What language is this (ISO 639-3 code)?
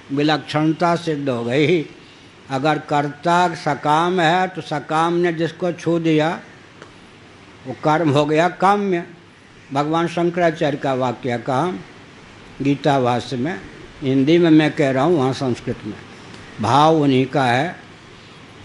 hin